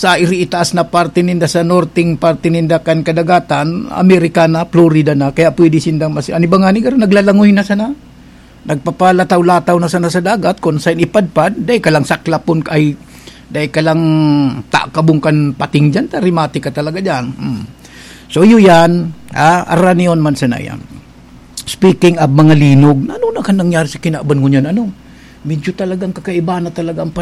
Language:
Bikol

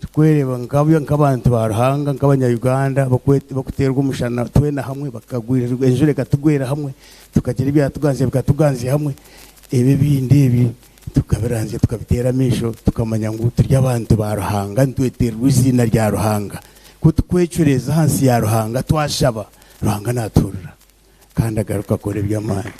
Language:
Nyankole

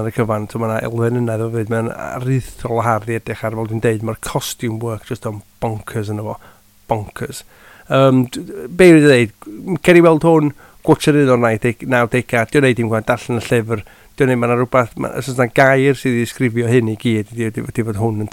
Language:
Welsh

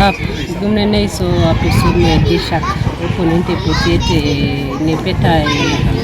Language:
Teso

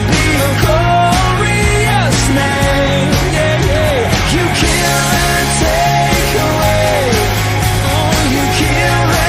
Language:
Kankanaey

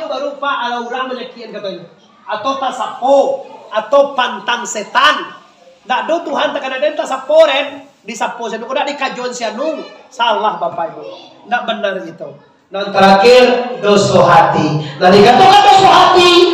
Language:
Minangkabau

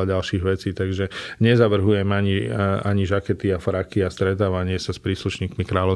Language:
Slovak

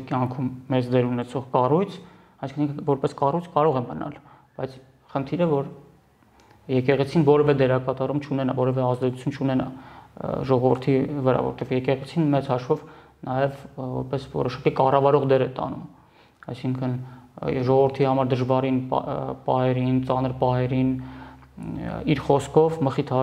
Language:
Armenian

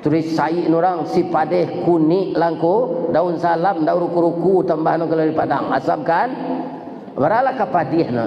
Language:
Minangkabau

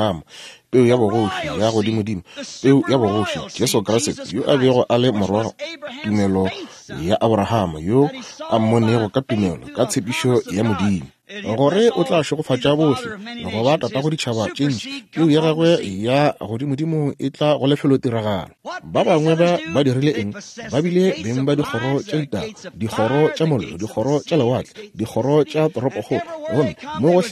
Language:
Northern Sotho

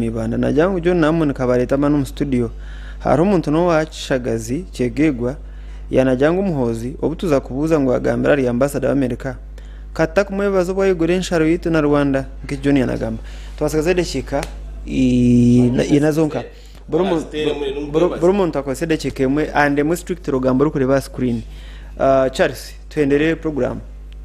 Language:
Nyankole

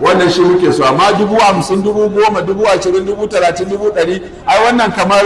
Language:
Hausa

